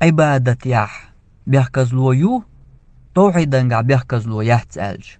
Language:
Chechen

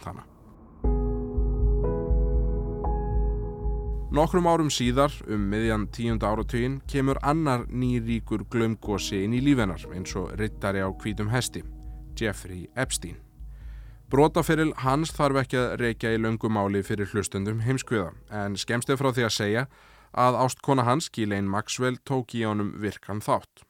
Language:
Icelandic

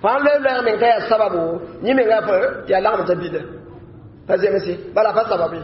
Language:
Mossi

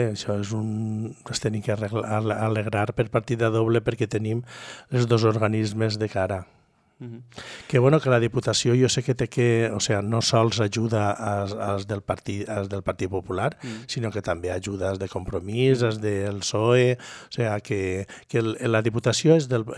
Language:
Catalan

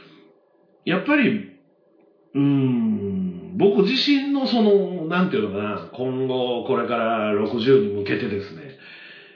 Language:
Japanese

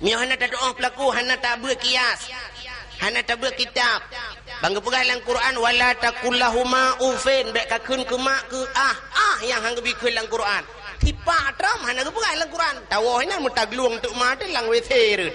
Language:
Achinese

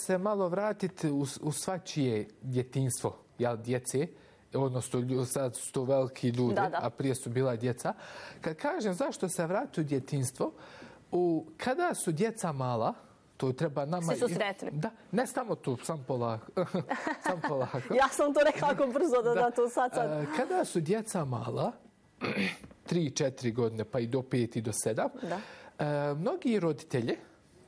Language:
Bosnian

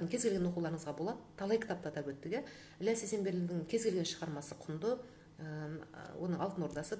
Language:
Kazakh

